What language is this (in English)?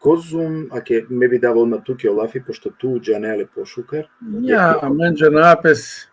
Balkan Romani